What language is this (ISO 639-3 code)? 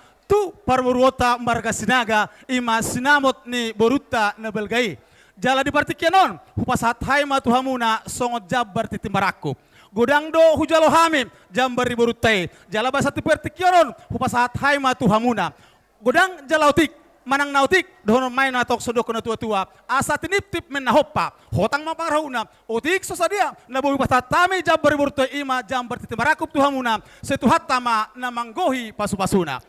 bbc